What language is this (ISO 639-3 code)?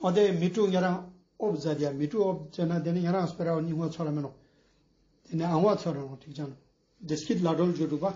lbj